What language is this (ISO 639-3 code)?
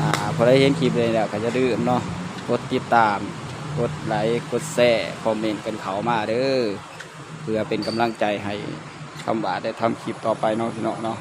tts